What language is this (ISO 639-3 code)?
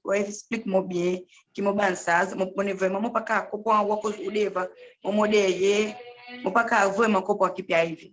crs